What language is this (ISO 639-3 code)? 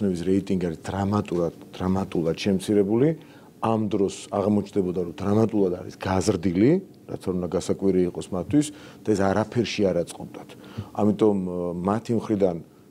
kat